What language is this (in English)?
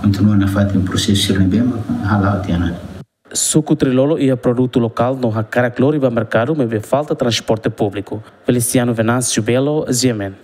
Tetum